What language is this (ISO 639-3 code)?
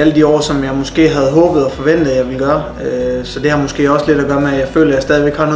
dan